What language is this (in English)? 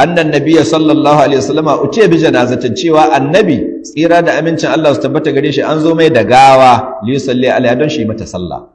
Hausa